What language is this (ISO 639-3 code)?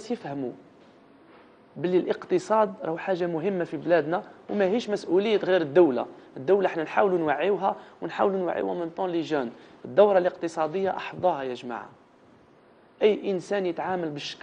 arq